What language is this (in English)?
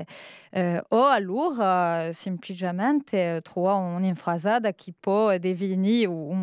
Corsican